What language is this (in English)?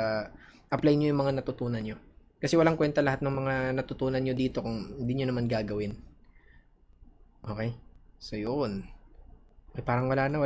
Filipino